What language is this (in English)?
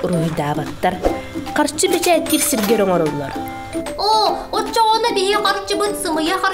Yakut